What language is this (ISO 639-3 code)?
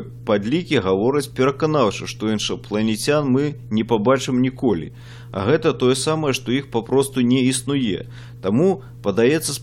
bel